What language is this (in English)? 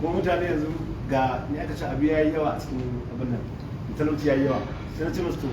Hausa